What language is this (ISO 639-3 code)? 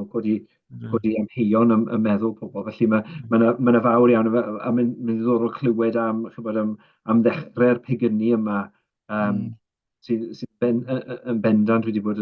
cym